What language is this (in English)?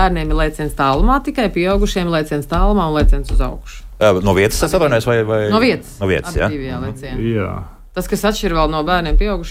Latvian